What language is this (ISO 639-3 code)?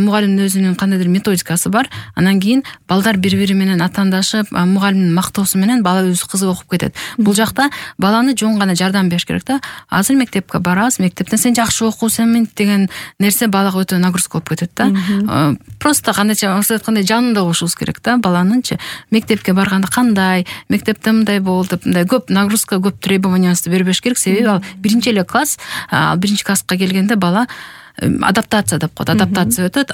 kir